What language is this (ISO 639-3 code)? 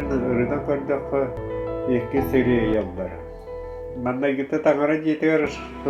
sah